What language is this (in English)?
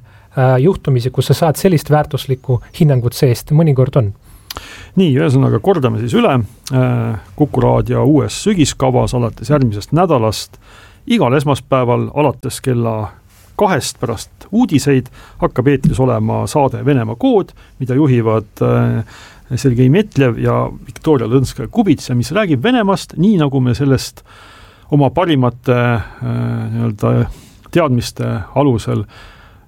Estonian